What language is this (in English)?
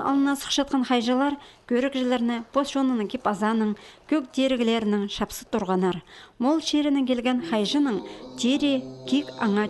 Khakas